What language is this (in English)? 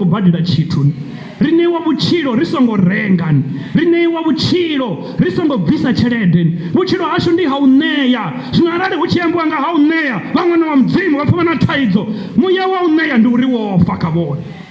Venda